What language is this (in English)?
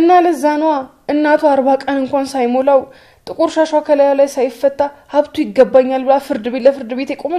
Amharic